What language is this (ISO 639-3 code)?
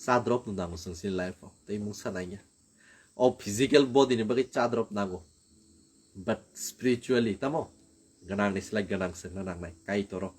trp